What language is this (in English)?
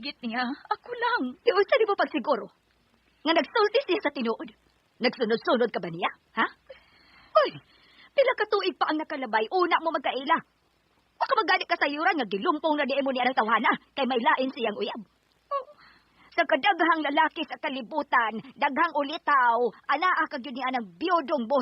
Cebuano